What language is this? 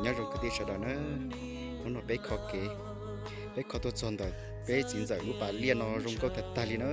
Hmong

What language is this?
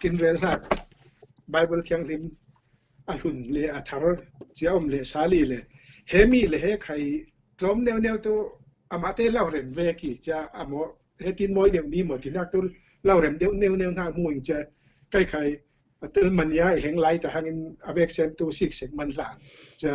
Falam Chin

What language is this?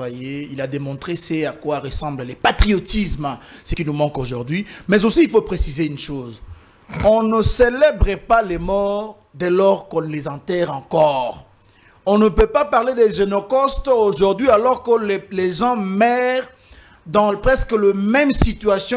French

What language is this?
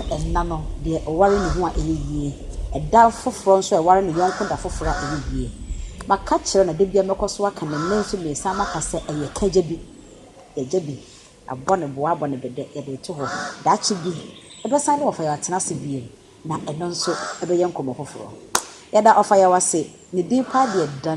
Akan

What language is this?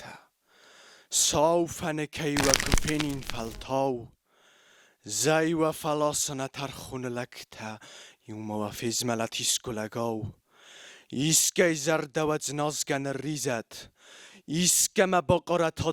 Ossetic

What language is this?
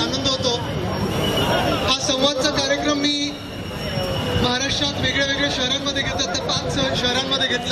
Marathi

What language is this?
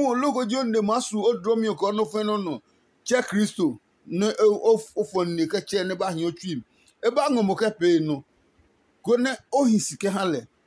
Adangme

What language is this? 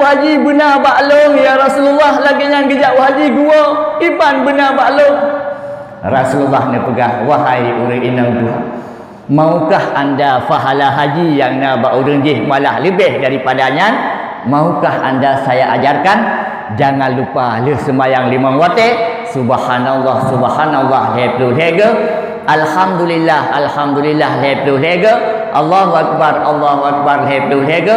Achinese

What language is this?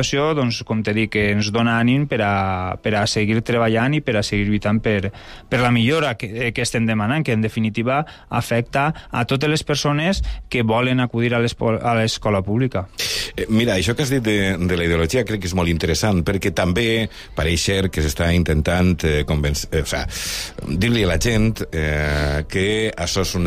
Catalan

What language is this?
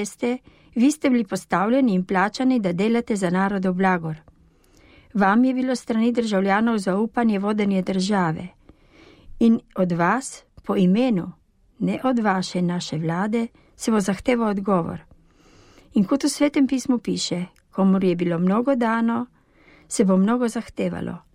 Slovenian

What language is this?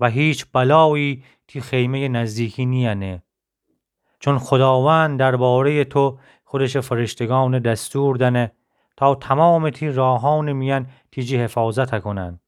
Gilaki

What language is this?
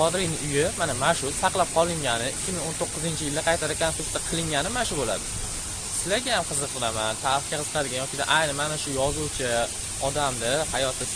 Uzbek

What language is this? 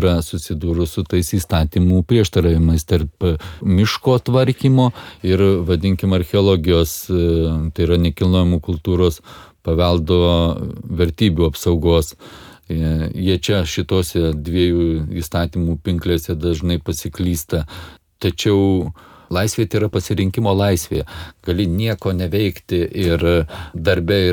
Lithuanian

